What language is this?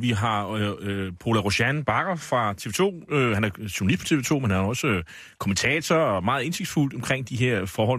Danish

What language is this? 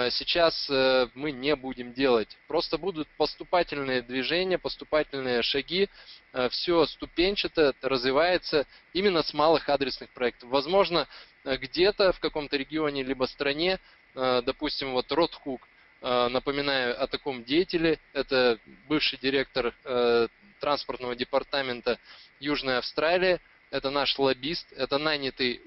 Russian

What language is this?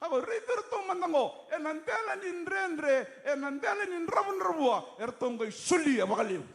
Fijian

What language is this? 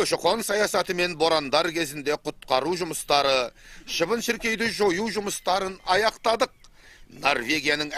Kazakh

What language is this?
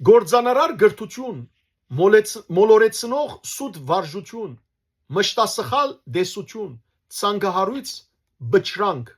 Western Armenian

